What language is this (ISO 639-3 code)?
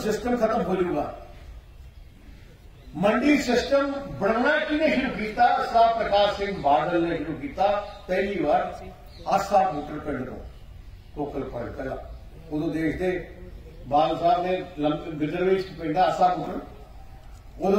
pan